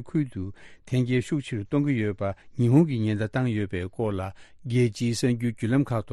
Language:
Tibetan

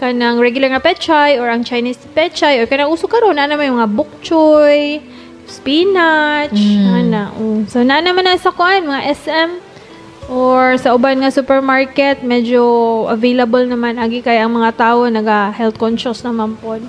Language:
Cebuano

